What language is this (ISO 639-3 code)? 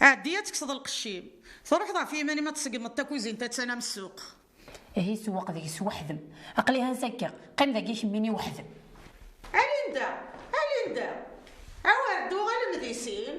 kab